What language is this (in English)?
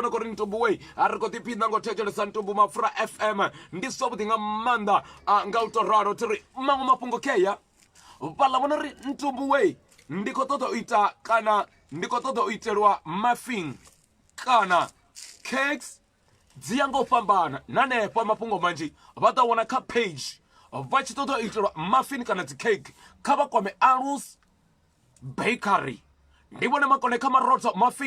Venda